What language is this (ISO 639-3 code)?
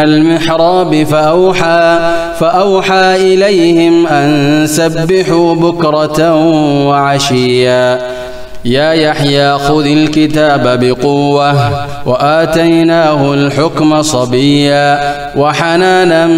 ara